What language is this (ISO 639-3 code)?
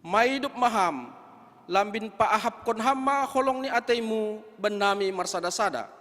bts